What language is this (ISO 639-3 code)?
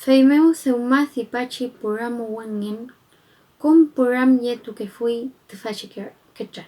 arn